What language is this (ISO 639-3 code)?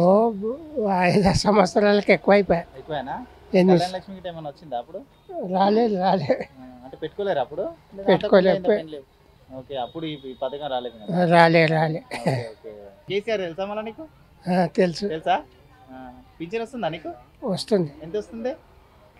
tel